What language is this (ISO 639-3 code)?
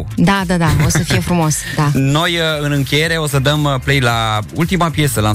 ron